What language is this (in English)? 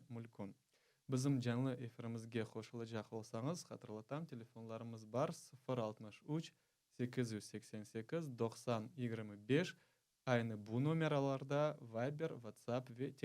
Crimean Tatar